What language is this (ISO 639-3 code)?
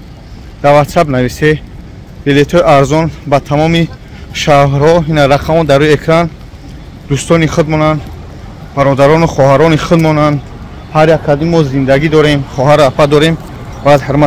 tgk